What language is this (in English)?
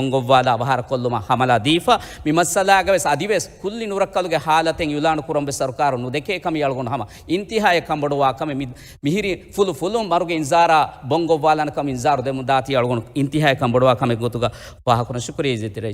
Divehi